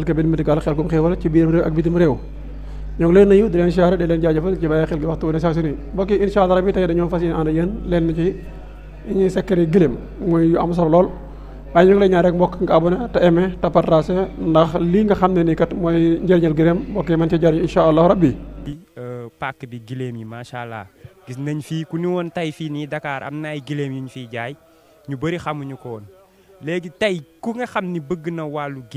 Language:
Wolof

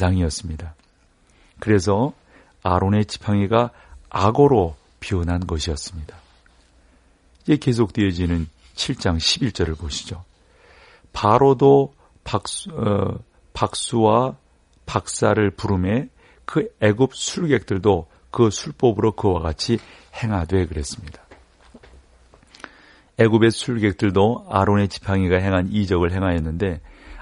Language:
Korean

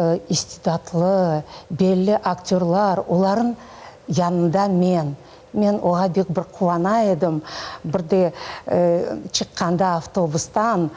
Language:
Crimean Tatar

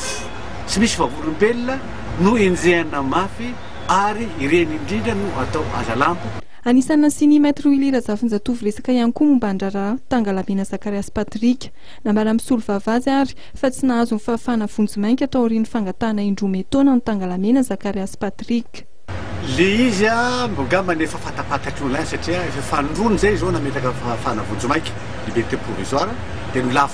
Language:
Malagasy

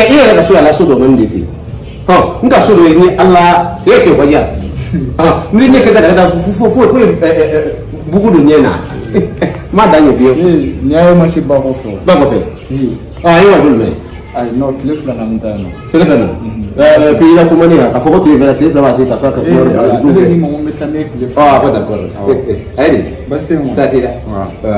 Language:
Bambara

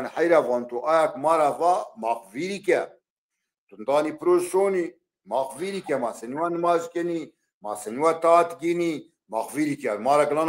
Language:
Zaza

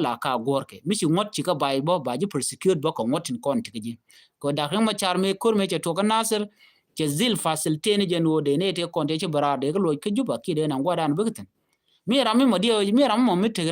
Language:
Nuer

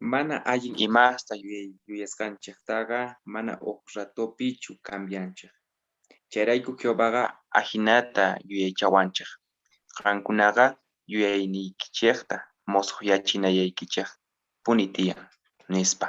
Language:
South Bolivian Quechua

